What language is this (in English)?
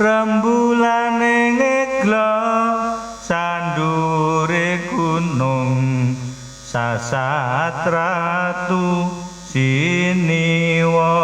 Javanese